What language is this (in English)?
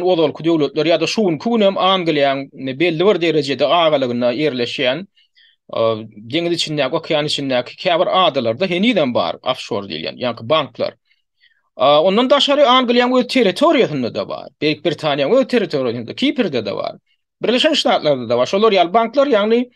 Turkmen